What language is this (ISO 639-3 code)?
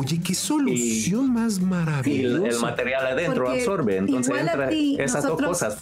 spa